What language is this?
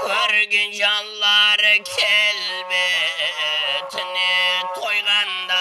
Kara-Kalpak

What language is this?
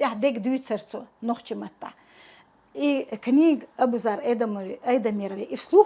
Chechen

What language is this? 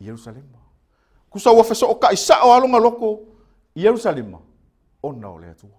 Samoan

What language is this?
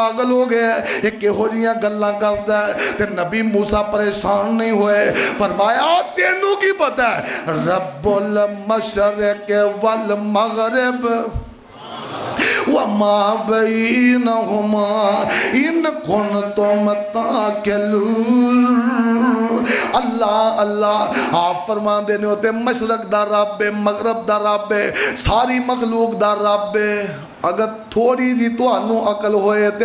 Western Panjabi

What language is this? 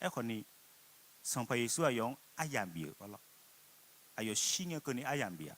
Akha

